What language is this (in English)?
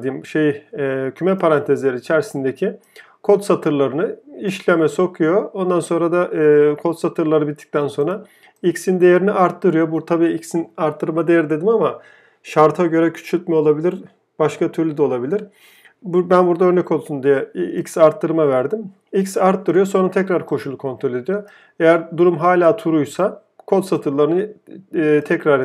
Turkish